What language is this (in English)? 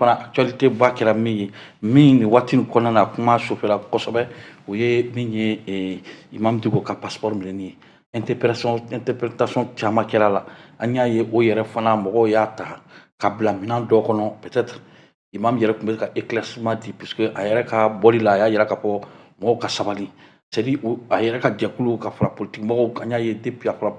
Bambara